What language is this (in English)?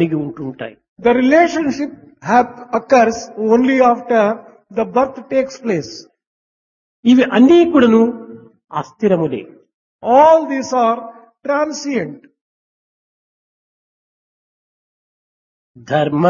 Telugu